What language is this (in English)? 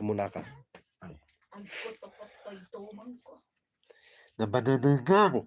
Iloko